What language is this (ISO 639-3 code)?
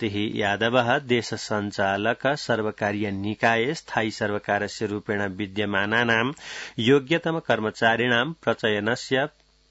san